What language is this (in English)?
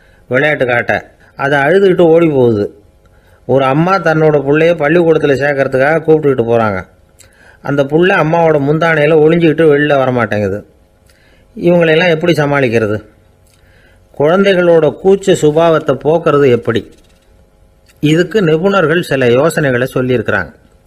Tamil